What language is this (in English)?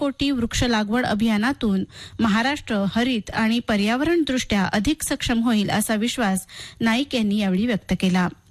Marathi